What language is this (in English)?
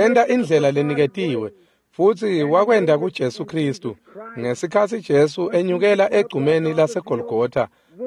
Swati